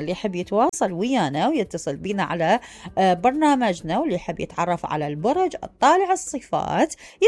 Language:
Mesopotamian Arabic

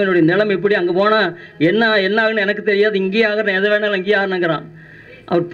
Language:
Tamil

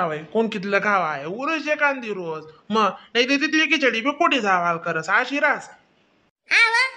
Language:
Khandesi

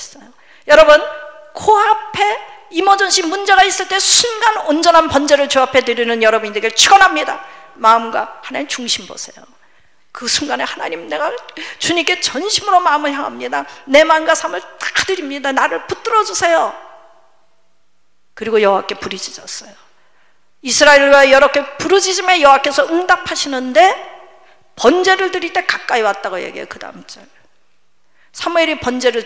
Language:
Korean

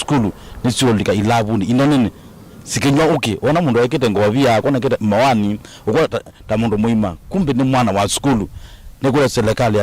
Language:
Kamba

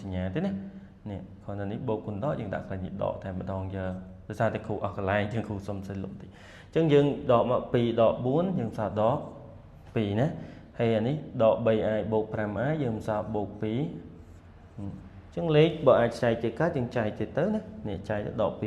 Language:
Khmer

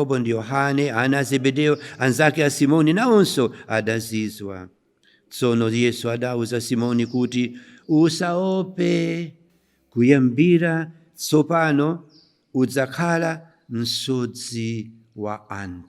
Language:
Nyanja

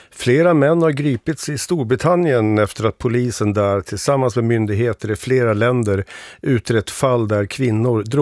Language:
Swedish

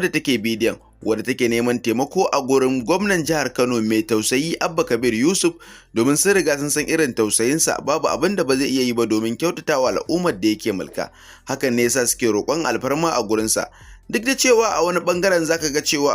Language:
Hausa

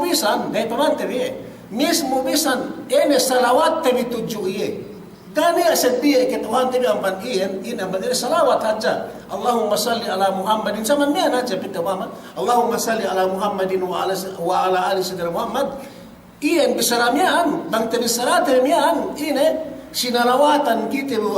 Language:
Yakan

